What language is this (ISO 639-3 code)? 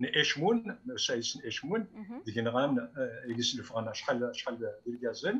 kab